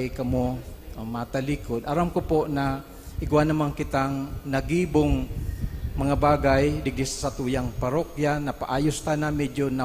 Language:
Bikol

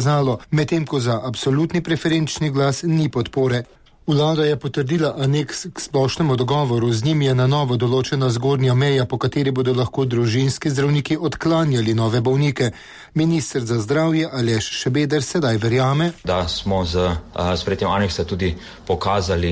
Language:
Slovenian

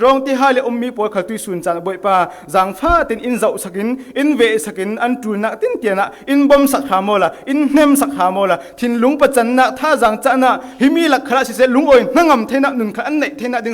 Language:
Falam Chin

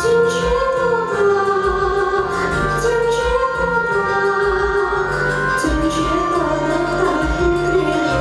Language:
Chuvash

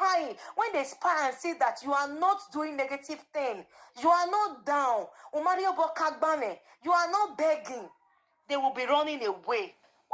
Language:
Nigerian Pidgin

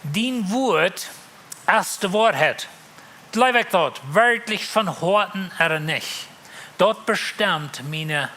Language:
Plautdietsch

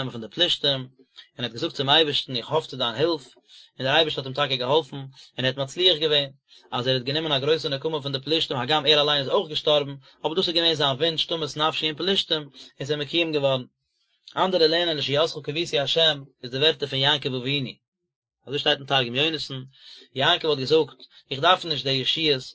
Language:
Yiddish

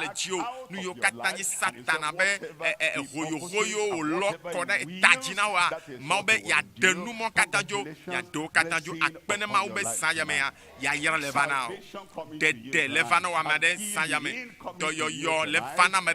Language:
Ewe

